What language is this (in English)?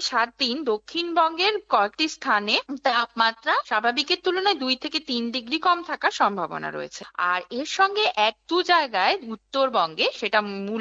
Bangla